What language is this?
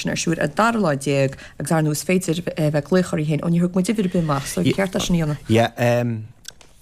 Irish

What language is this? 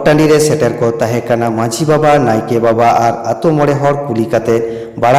Santali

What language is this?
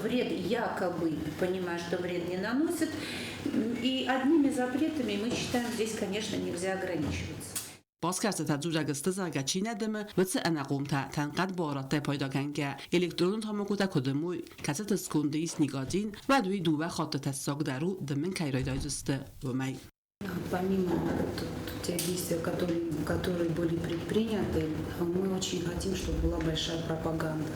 Ossetic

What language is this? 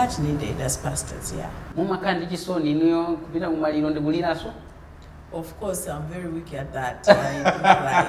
Nyanja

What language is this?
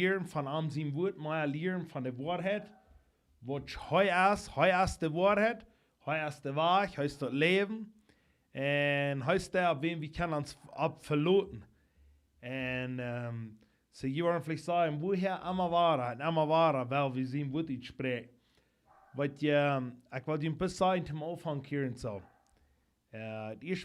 Plautdietsch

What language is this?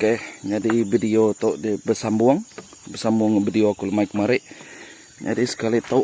Iban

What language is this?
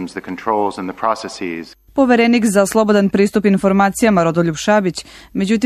Serbian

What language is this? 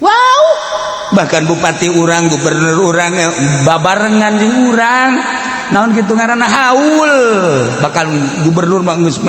Sundanese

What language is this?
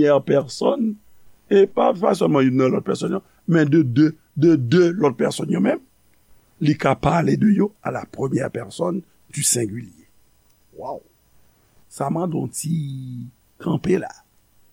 Haitian Creole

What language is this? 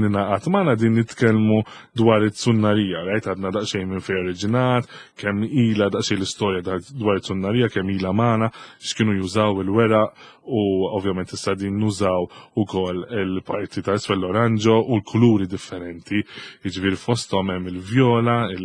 Maltese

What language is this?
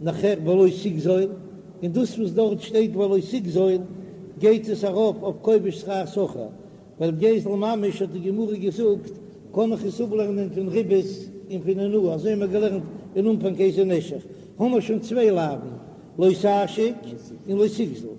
Yiddish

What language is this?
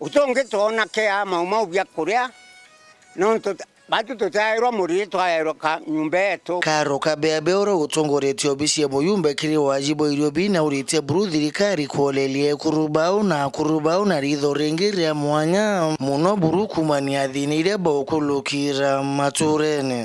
Meru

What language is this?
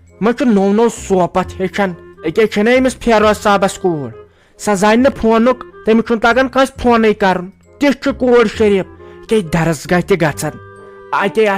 Kashmiri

